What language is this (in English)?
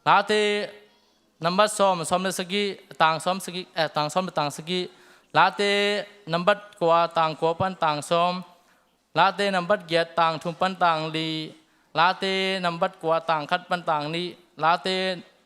Tedim Chin